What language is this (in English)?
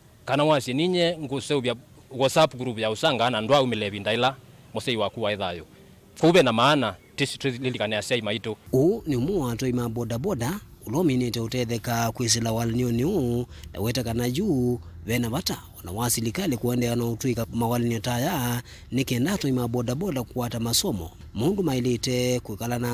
Kamba